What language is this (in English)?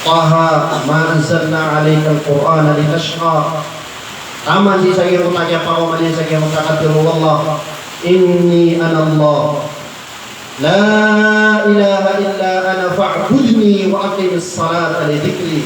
Maranao